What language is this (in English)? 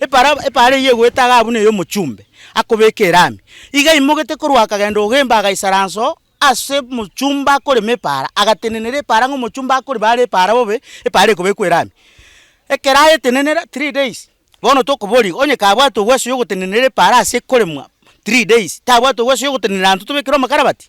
Gusii